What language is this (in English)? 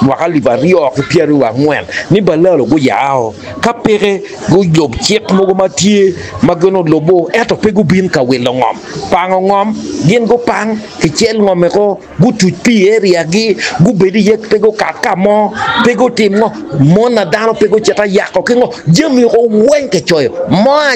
Acoli